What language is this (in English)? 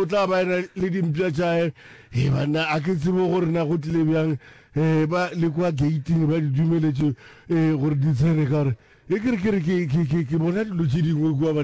Northern Sotho